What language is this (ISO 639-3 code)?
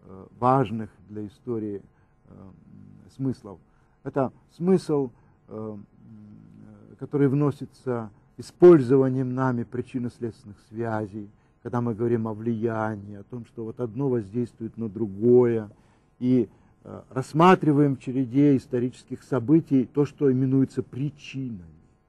rus